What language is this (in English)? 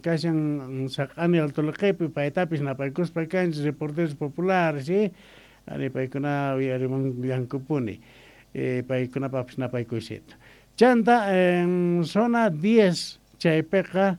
Quechua